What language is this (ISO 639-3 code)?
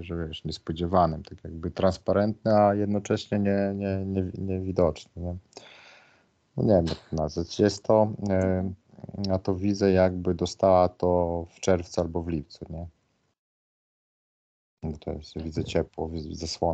pol